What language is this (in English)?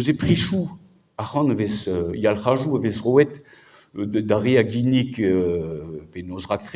Breton